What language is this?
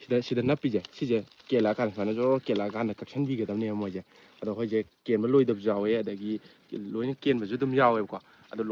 Manipuri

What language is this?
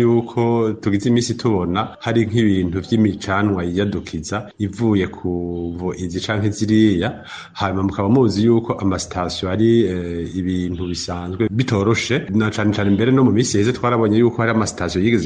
Rundi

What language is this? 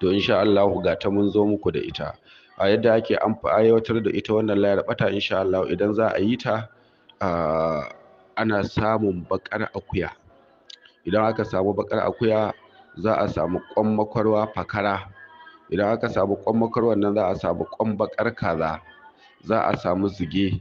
Hausa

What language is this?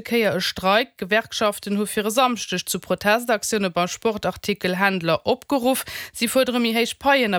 Luxembourgish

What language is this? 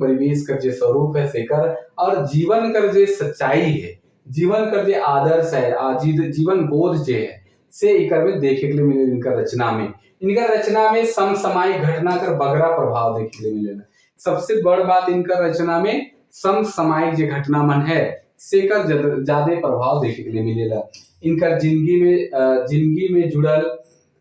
Sadri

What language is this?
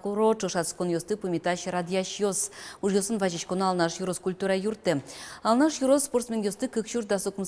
Udmurt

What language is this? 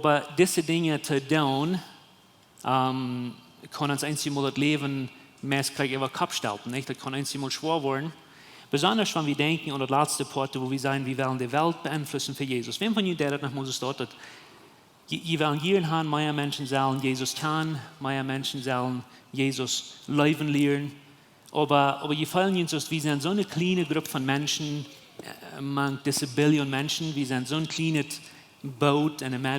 Plautdietsch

